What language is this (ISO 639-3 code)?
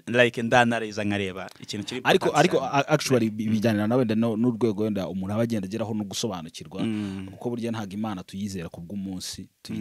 kin